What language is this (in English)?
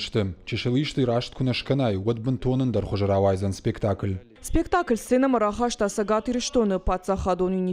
Ossetic